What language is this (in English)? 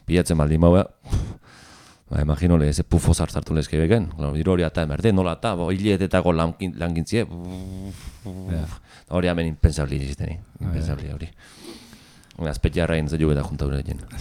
Basque